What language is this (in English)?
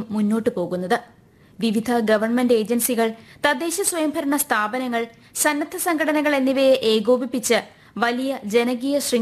Malayalam